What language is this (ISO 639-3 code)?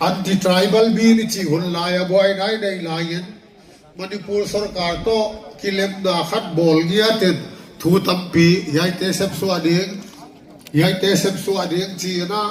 pck